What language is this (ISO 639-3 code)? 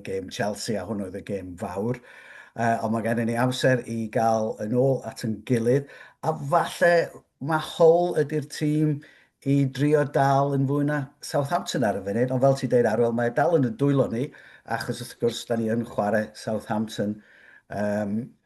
cym